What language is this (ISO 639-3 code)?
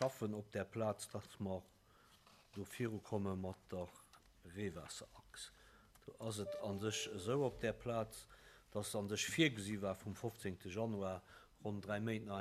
ltz